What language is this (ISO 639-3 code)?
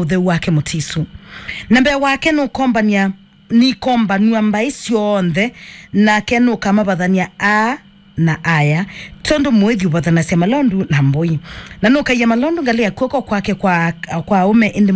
kam